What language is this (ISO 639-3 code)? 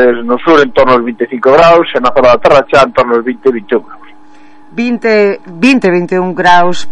glg